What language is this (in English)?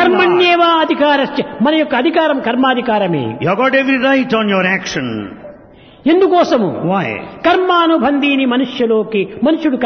Telugu